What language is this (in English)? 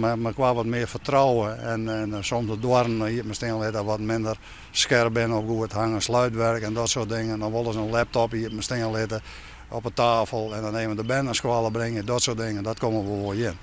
Western Frisian